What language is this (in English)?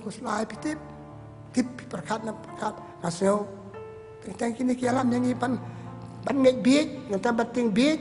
Khasi